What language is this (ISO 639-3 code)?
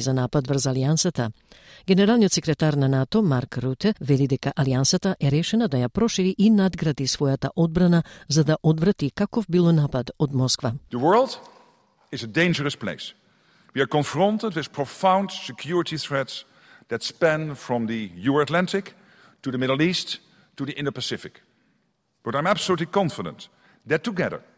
mkd